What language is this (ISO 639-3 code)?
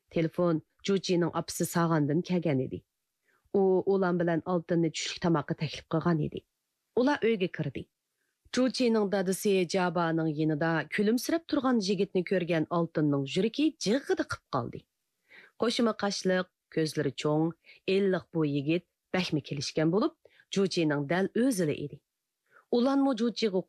uig